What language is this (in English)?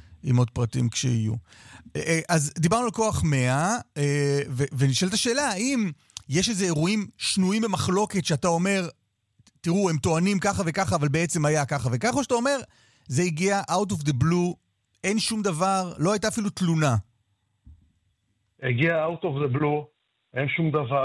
Hebrew